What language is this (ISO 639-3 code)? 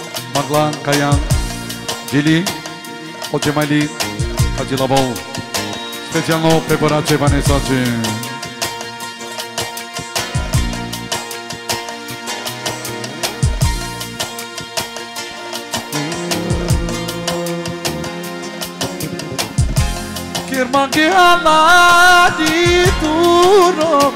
rom